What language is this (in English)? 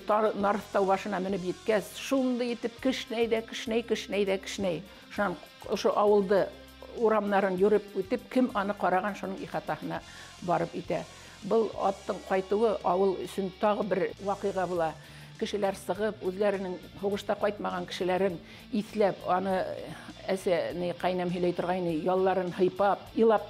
Bashkir